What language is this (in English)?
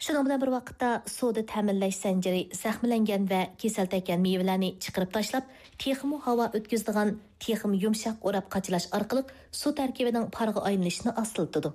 Uyghur